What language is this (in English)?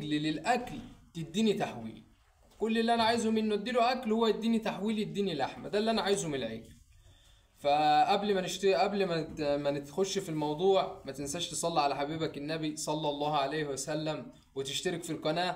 Egyptian Arabic